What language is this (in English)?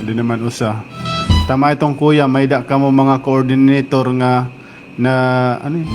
Waray